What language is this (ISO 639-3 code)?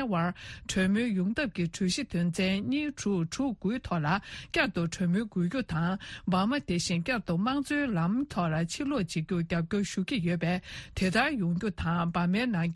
bod